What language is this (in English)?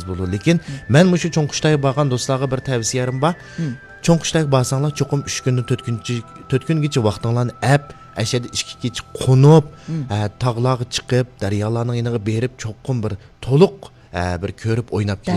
Uyghur